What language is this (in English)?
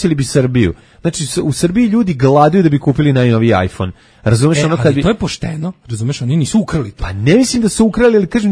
Serbian